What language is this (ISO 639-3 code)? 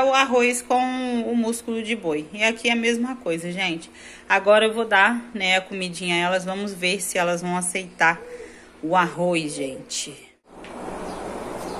por